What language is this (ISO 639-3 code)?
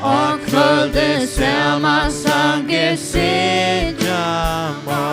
fao